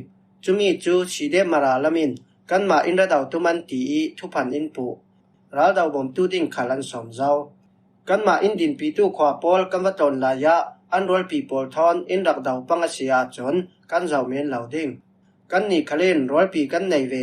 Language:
Falam Chin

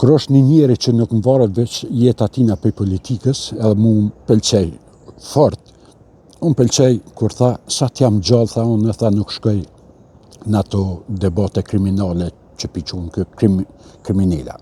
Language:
Albanian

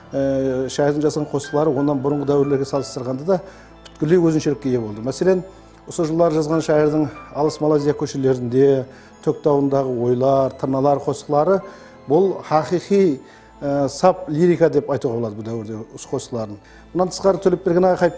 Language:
Kara-Kalpak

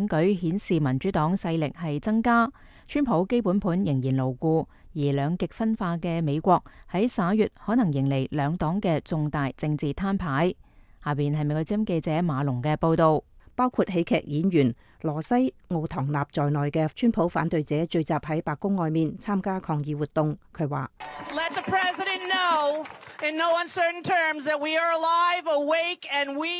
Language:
Cantonese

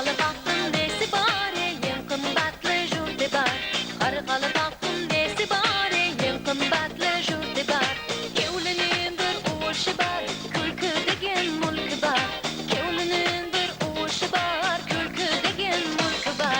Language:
Kara-Kalpak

